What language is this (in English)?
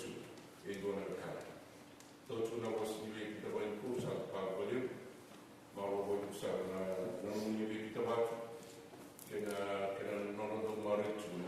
Fijian